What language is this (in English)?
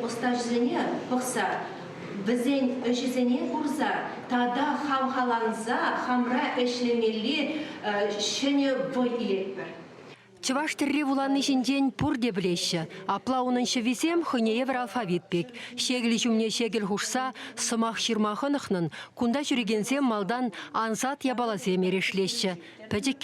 Chuvash